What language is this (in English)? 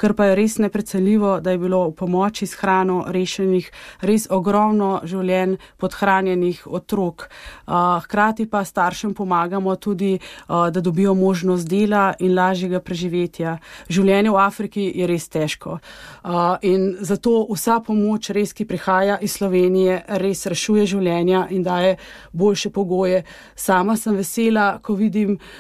Slovenian